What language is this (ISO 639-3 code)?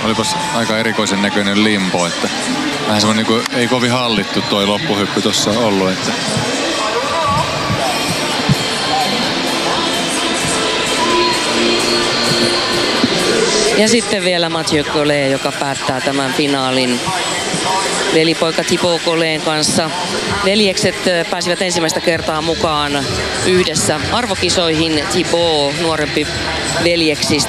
fin